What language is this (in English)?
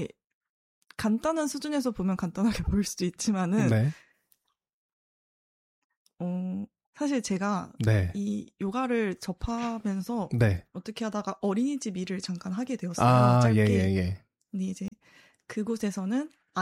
Korean